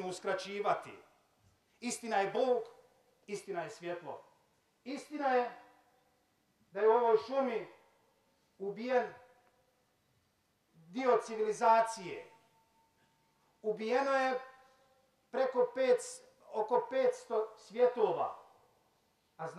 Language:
Bosnian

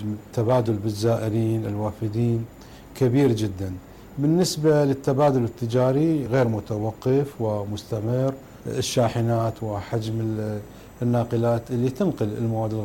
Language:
Mesopotamian Arabic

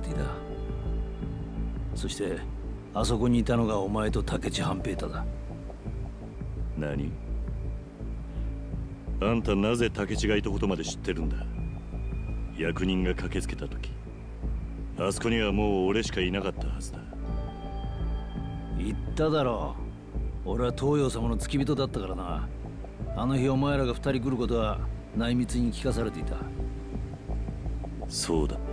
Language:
Japanese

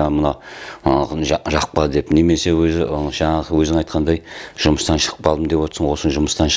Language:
Kazakh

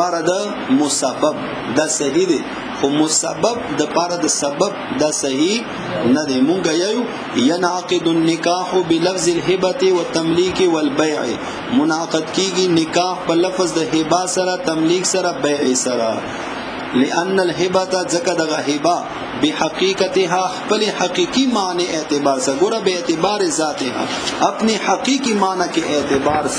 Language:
Pashto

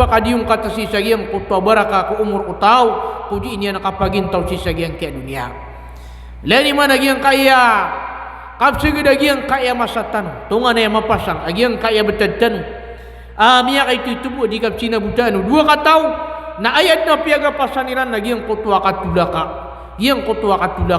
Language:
Maranao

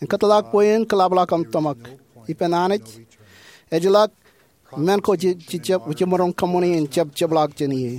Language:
Marshallese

